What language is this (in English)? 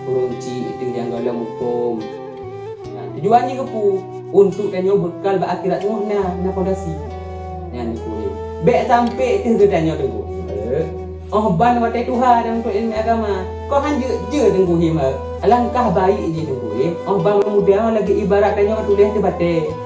Achinese